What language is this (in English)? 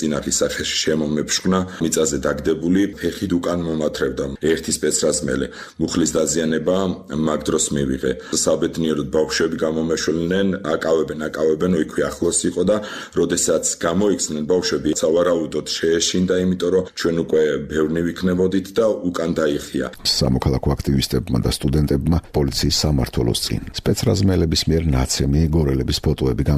Georgian